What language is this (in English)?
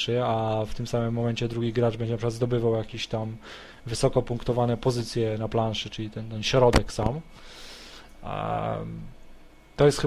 Polish